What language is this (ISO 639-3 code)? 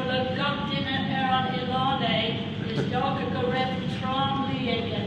gle